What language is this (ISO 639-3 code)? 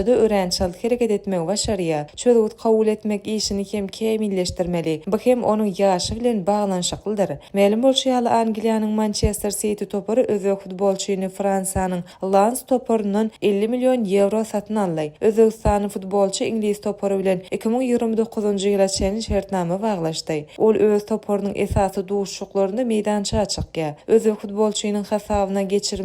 tuk